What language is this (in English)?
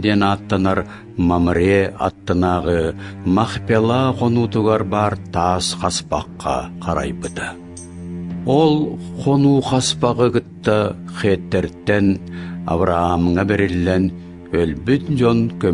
Yakut